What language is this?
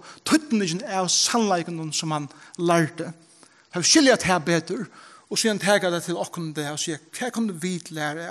Faroese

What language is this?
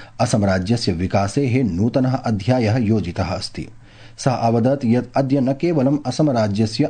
Sanskrit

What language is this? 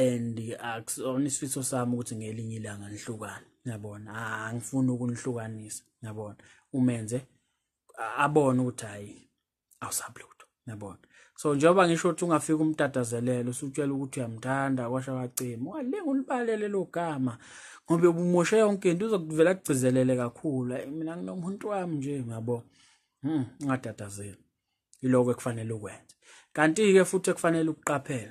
Zulu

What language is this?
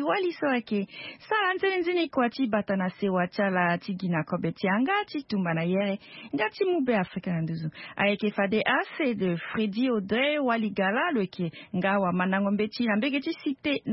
Sango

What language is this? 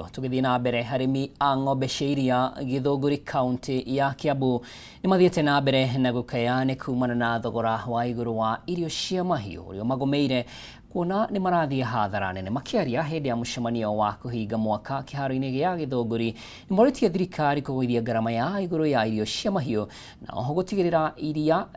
Kikuyu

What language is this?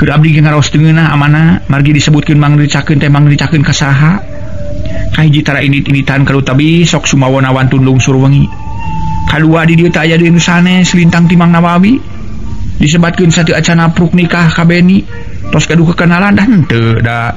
Sundanese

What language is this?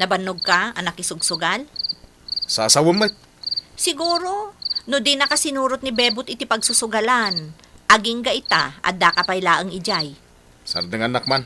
Iloko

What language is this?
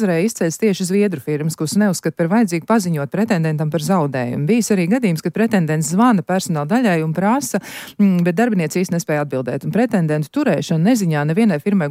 Latvian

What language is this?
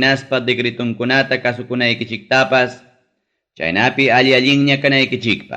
Ayacucho Quechua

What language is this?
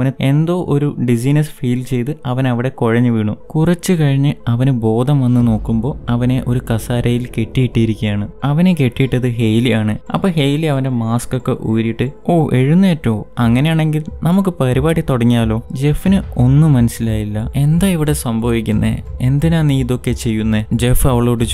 Malayalam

